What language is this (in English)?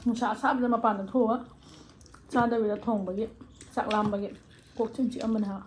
Manipuri